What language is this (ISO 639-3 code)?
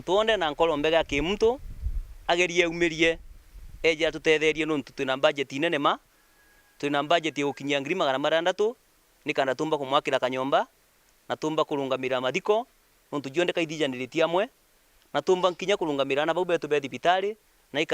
mer